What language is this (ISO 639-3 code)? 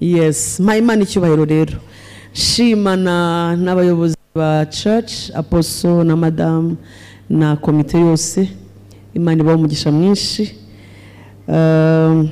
kin